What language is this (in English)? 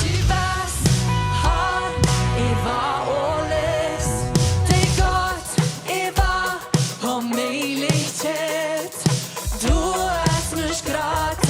Plautdietsch